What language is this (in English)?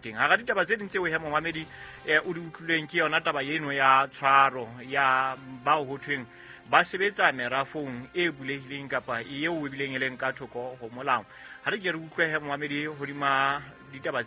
Southern Sotho